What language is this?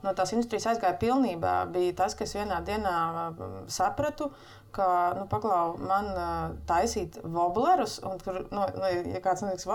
Latvian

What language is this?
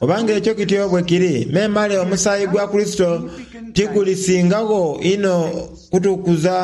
Soga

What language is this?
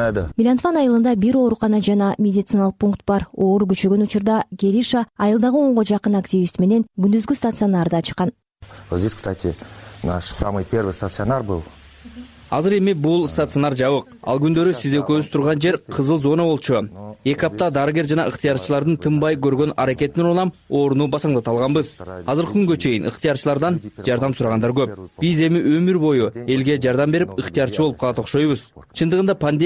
Kyrgyz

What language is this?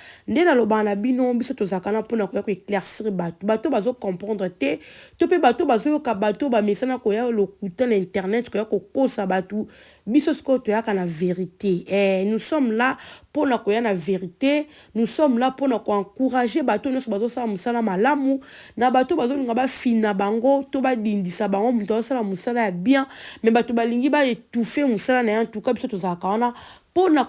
Lingala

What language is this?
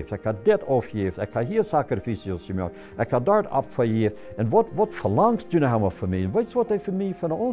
Plautdietsch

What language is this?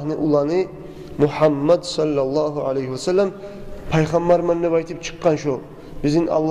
Kumyk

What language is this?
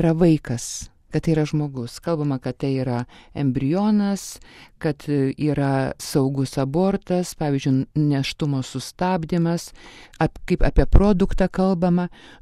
Lithuanian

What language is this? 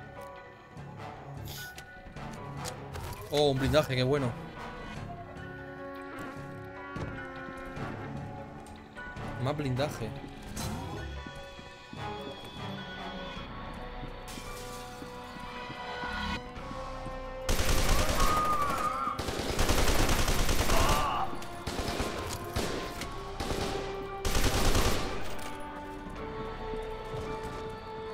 Spanish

